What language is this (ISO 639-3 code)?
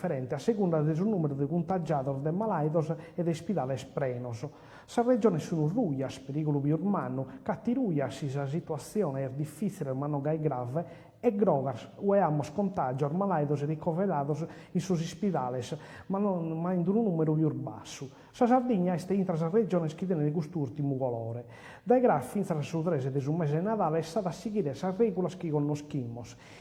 srd